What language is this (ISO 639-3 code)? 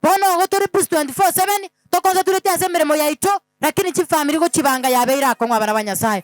guz